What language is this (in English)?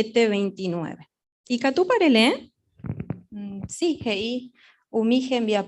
Guarani